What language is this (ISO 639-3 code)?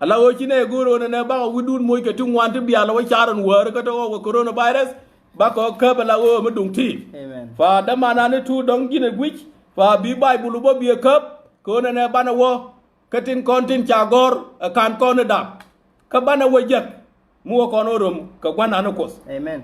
nus